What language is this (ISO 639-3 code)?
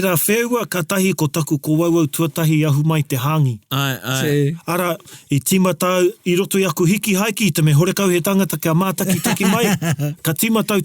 mri